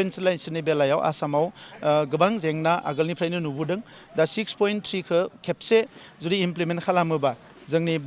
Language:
Bodo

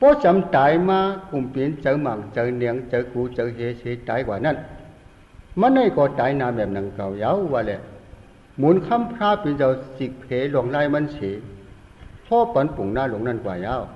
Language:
Shan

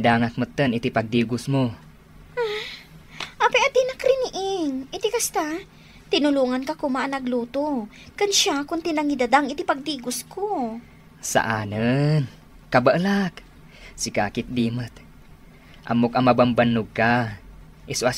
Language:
Iloko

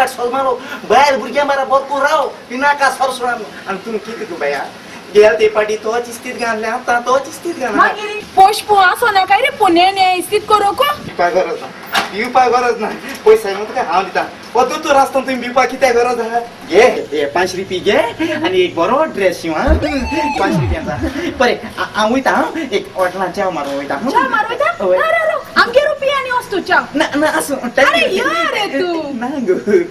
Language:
Konkani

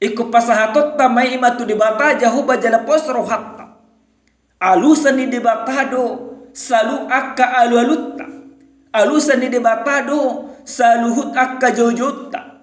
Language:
Batak Toba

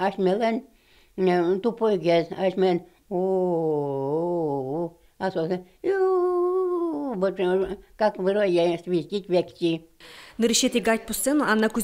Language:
Udmurt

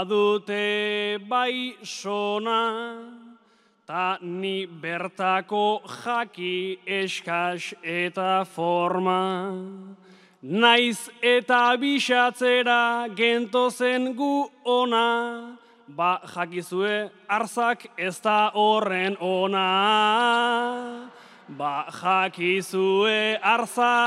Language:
Basque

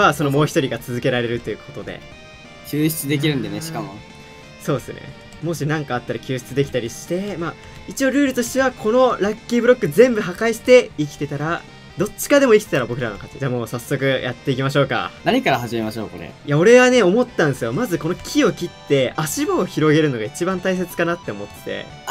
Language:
Japanese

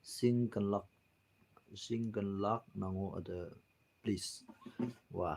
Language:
Naga Pidgin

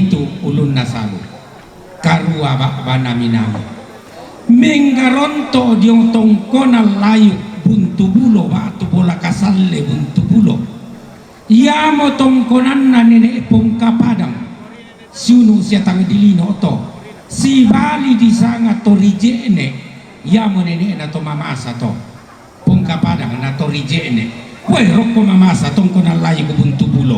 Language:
Toraja-Sa'dan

